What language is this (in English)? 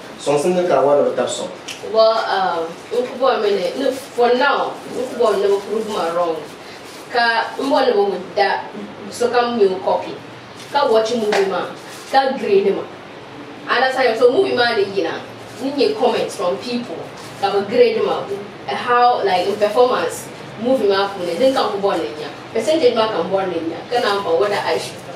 Dagbani